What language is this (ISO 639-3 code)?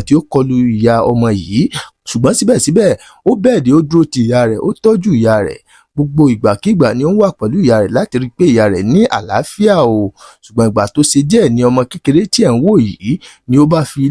yor